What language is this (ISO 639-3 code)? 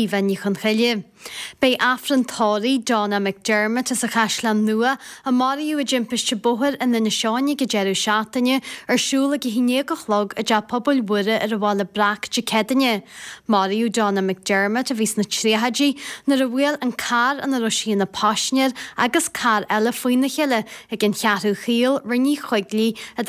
gle